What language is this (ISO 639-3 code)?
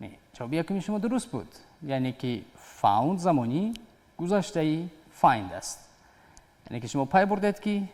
tgk